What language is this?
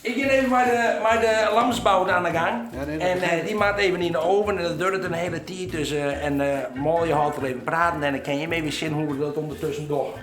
Western Frisian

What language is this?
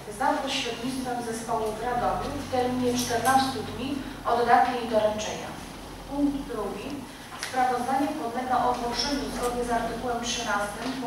Polish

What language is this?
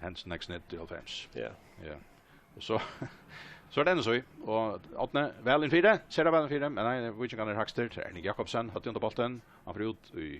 Faroese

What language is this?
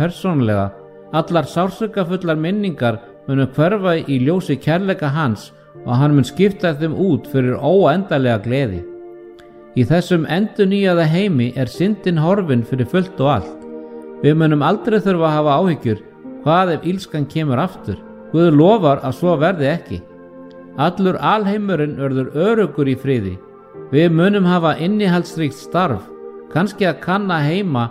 Icelandic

